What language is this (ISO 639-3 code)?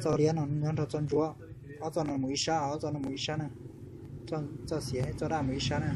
hmn